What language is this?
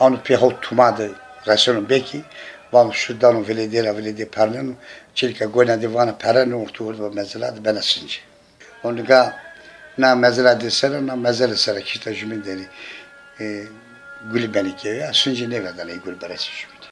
Zaza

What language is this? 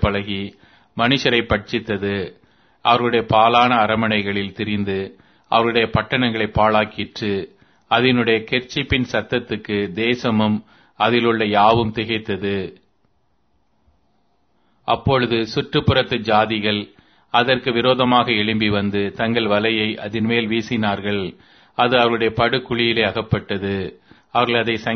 Tamil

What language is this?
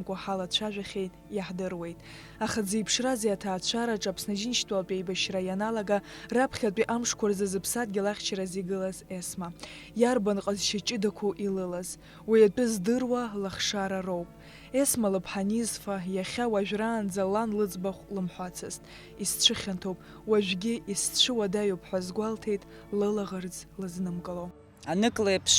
Abkhazian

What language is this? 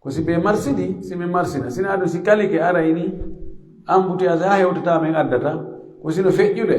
Pular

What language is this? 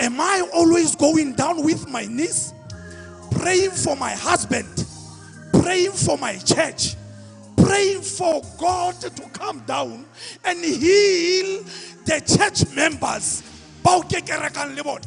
Southern Sotho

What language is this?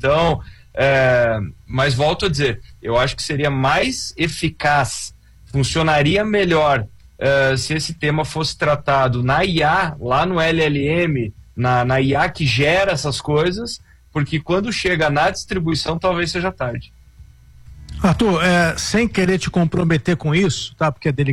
Portuguese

